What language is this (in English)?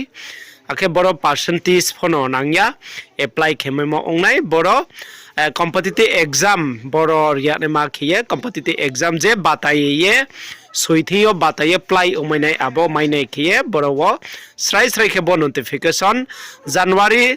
Riang (India)